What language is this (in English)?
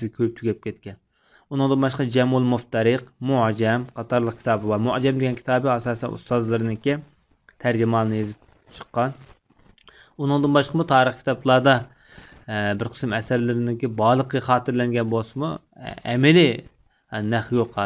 Uyghur